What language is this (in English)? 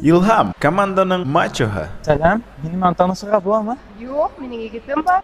Bashkir